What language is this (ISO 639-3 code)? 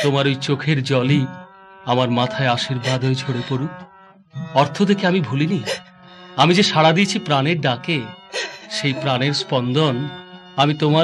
ben